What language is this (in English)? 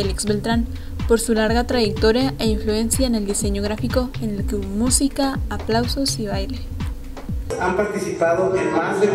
Spanish